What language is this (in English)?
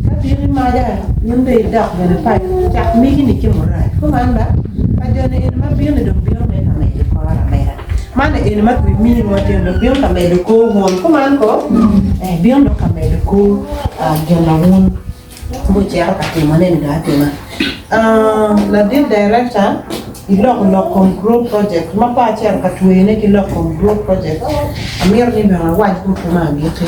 Acoli